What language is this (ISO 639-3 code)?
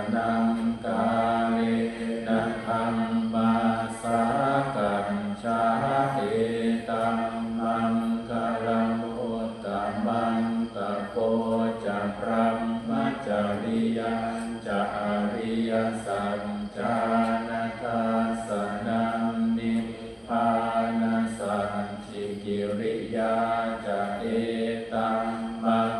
pli